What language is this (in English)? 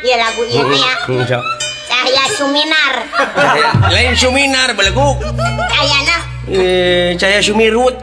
Sundanese